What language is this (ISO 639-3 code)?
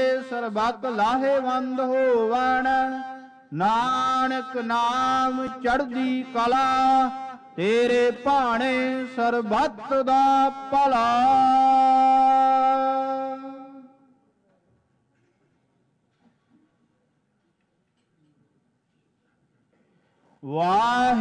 pan